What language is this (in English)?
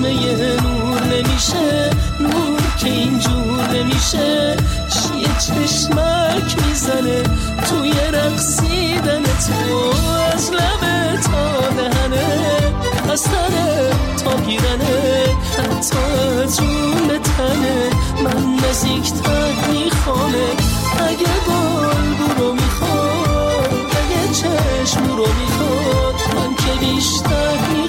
Persian